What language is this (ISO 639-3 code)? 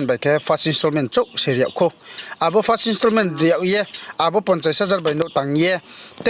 ria